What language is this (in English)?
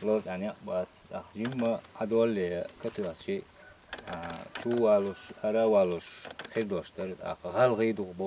Chechen